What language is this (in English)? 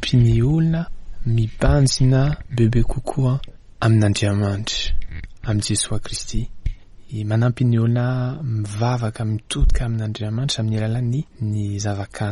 Malagasy